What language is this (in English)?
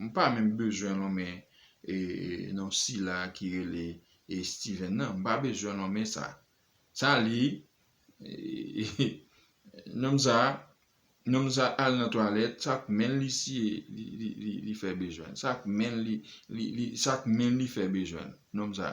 Haitian Creole